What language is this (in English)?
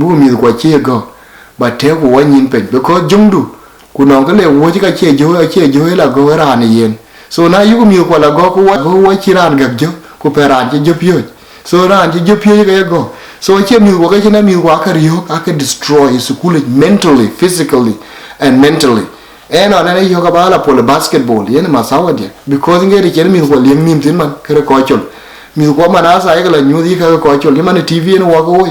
Dinka